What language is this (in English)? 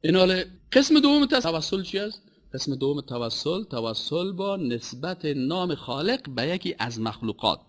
Persian